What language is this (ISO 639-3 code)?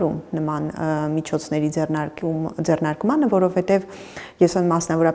hye